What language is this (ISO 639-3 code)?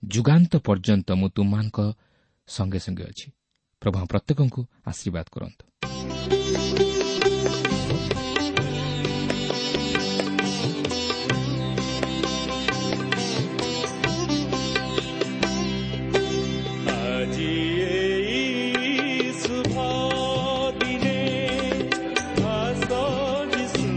ori